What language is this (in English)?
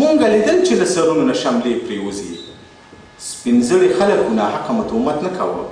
Pashto